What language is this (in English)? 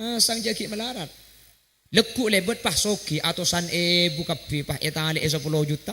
Madurese